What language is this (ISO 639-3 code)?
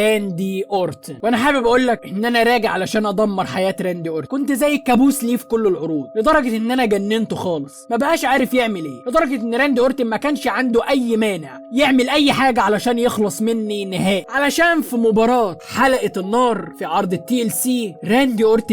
arz